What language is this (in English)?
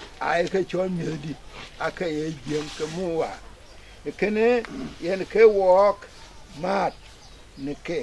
Dinka